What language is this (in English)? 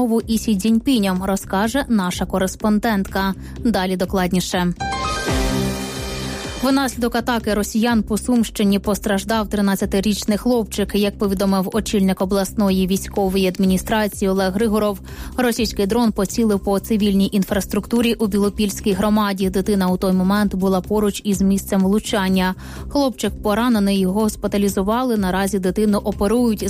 Ukrainian